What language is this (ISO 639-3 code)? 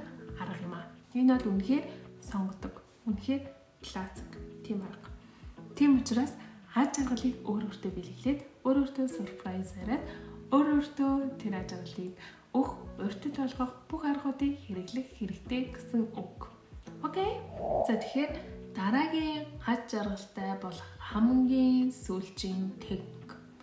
mon